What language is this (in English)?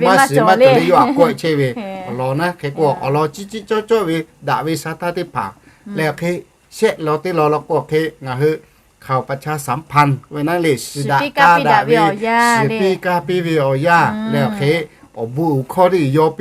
Lahu